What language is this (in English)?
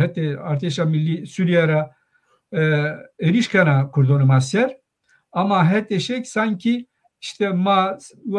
Zaza